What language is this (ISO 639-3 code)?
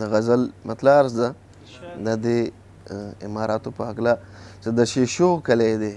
pus